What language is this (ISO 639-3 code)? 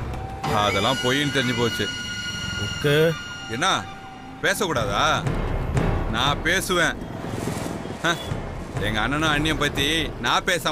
tam